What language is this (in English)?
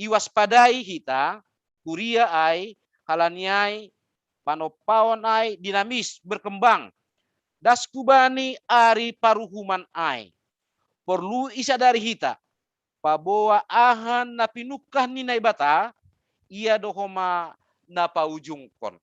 Batak Simalungun